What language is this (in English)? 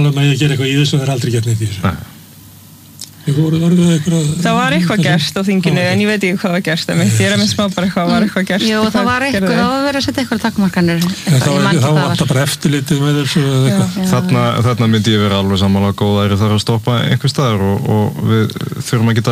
Icelandic